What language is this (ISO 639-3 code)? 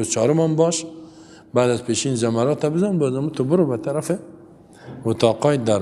fas